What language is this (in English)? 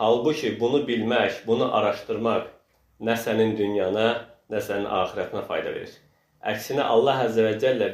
Azerbaijani